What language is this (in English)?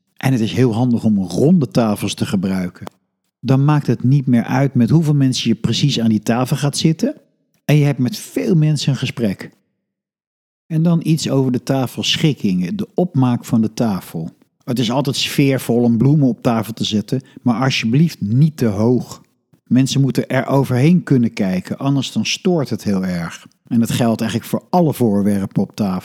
Dutch